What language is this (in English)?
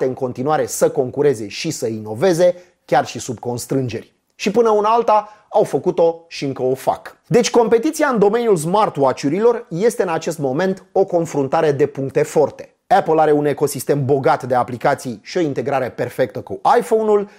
Romanian